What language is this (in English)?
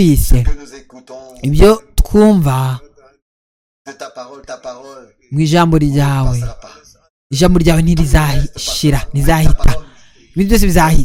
Kinyarwanda